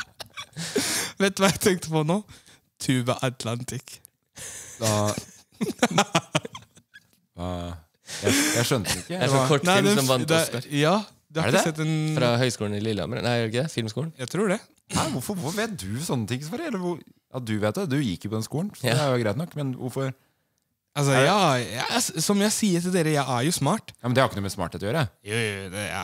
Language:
Norwegian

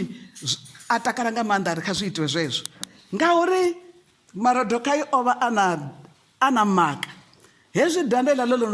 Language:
Venda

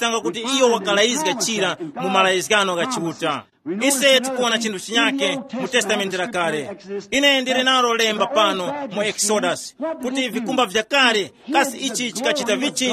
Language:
Tumbuka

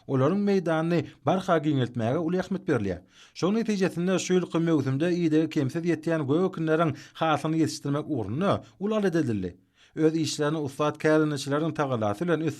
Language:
Turkmen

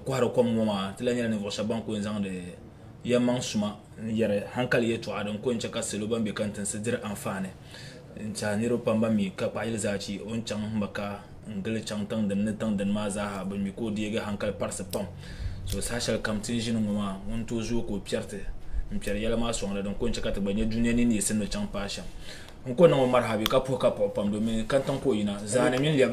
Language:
Dagbani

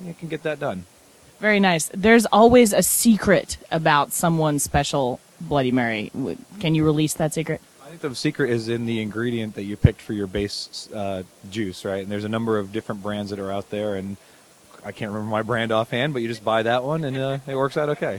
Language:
English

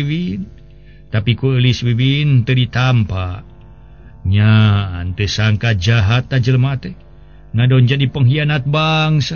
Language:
Sundanese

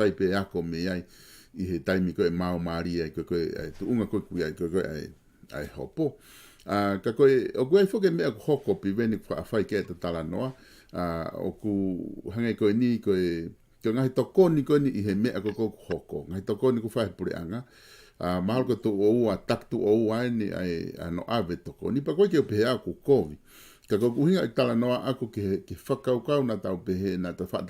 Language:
Tongan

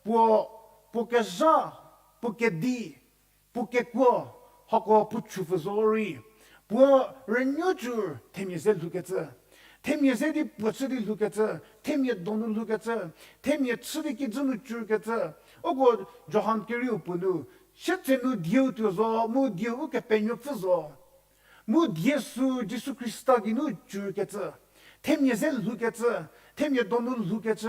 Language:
Angami Naga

